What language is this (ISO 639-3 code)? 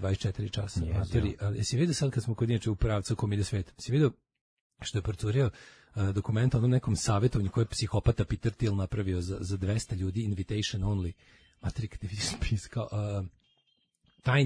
srp